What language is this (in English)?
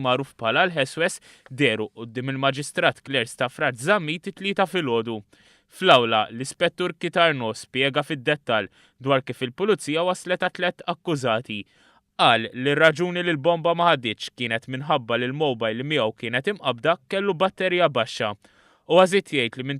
Maltese